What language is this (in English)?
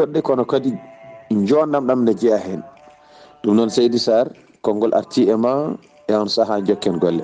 Fula